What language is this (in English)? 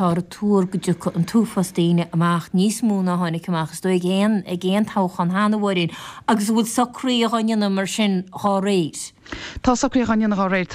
Irish